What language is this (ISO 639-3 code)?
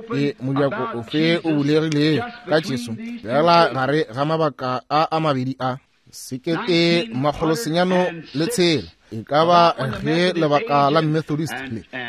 nso